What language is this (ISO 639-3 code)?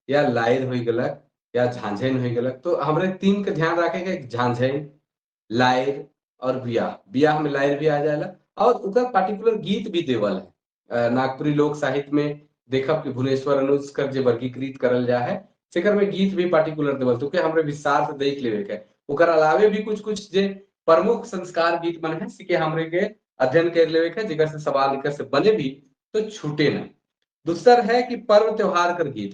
sck